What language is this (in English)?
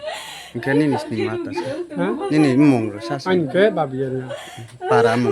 Riang (India)